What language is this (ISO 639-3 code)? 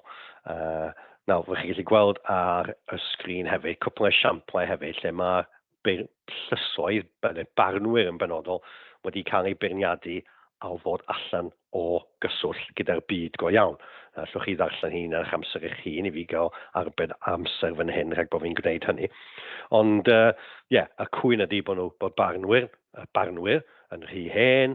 cym